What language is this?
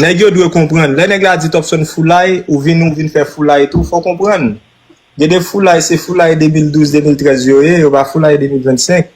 Haitian Creole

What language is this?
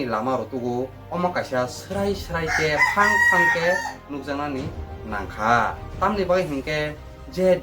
Kok Borok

